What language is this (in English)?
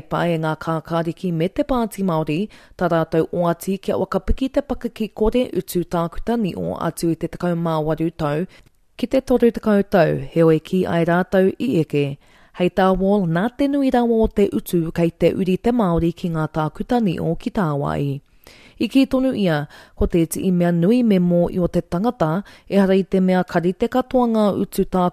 Māori